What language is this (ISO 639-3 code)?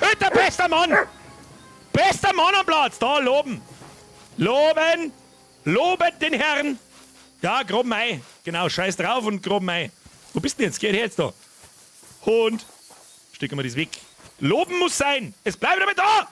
bar